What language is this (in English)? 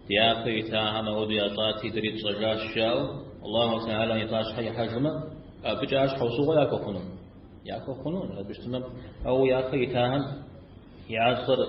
Kabardian